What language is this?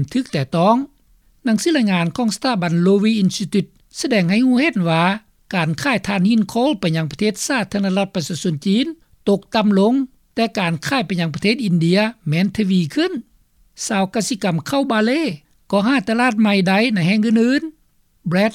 Lao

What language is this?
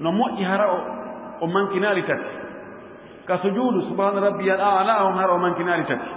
Fula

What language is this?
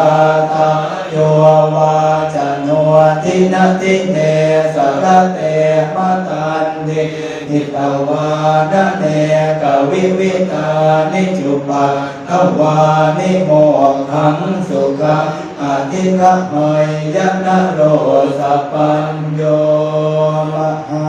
Pali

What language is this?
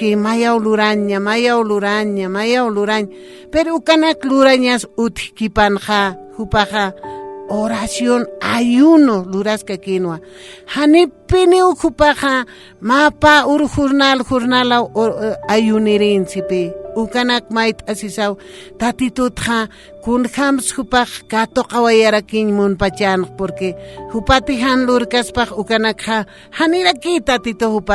Aymara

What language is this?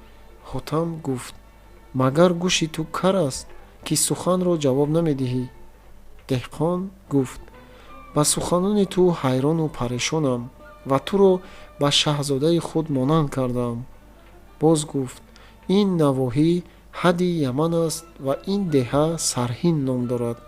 Tajik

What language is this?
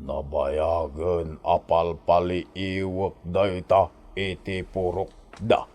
Iloko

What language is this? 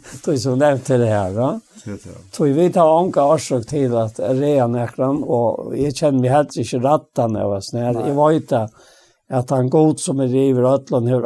Faroese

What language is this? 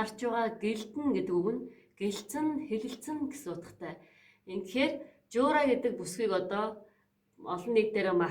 Mongolian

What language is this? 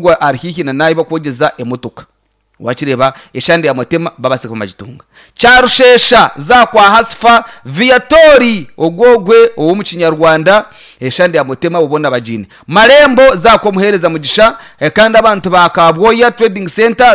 Nyankole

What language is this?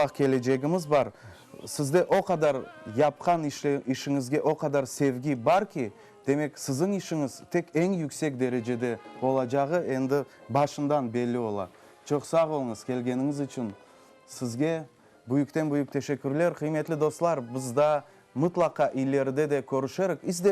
Crimean Tatar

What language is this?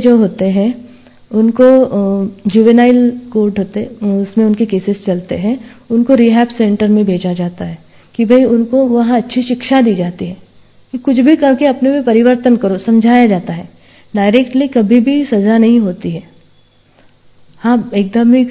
Hindi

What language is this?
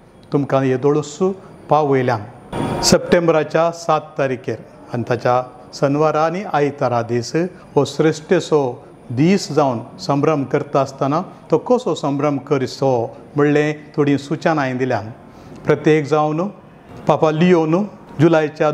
Konkani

